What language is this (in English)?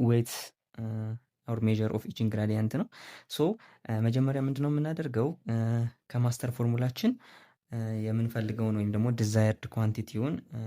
Amharic